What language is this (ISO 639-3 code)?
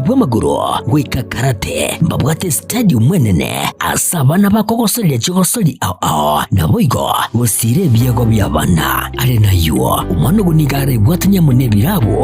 guz